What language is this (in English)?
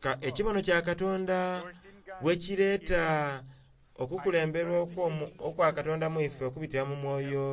Soga